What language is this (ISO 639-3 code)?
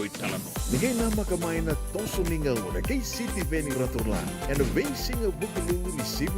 fij